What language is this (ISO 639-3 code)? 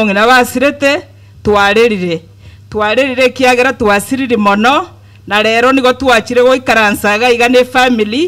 guz